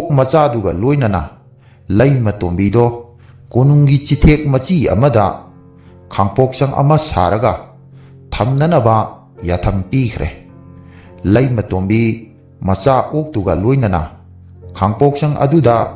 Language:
Manipuri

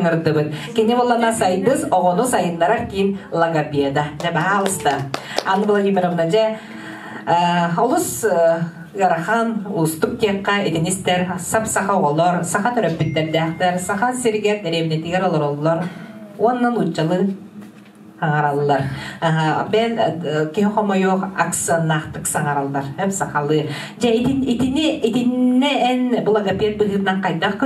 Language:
Yakut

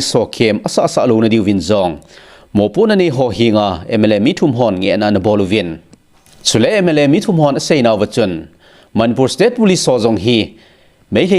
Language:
Thado Chin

